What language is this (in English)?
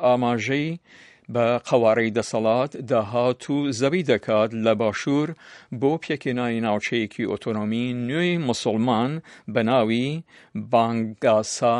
Central Kurdish